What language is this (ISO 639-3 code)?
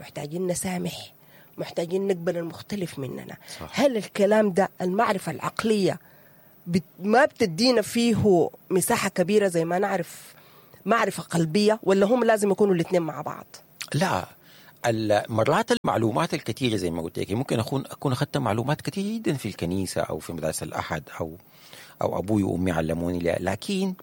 apd